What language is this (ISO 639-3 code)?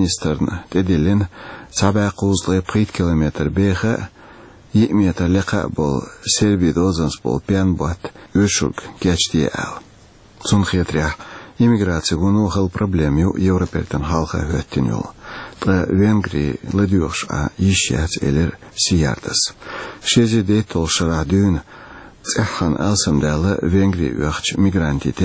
che